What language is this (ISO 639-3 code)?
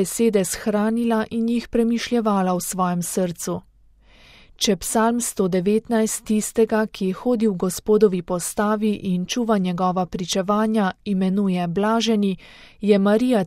slv